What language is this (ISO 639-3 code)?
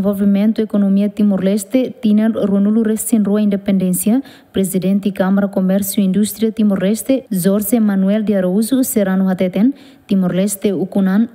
tet